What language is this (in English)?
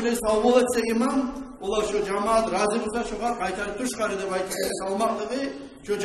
Kumyk